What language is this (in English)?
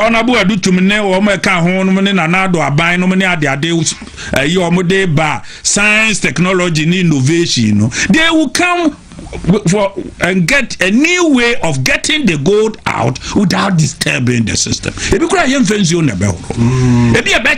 Akan